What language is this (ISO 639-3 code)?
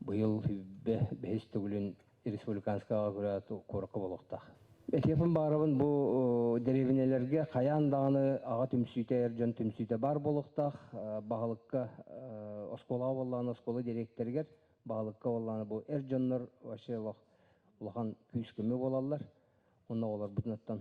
sah